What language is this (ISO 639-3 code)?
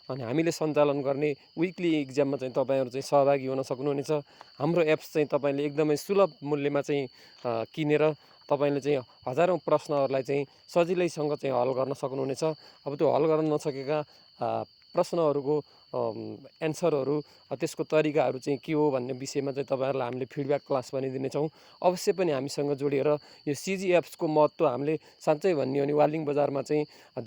nep